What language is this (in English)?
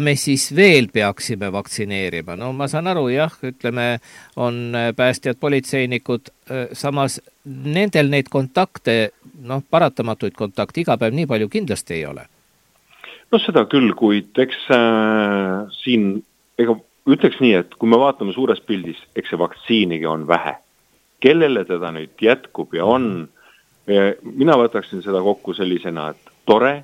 Estonian